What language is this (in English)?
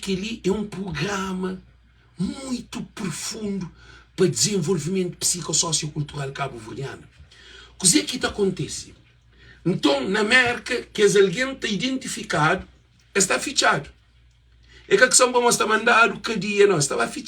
Kabuverdianu